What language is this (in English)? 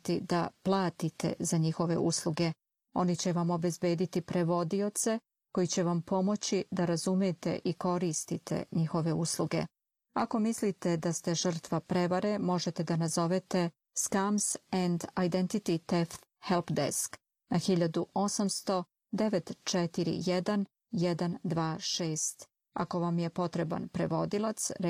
Serbian